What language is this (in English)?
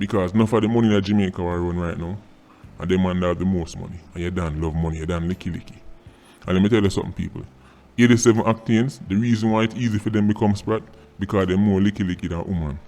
Jamaican Creole English